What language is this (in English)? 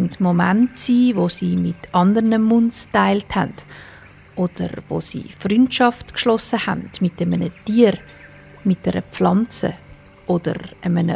Swiss German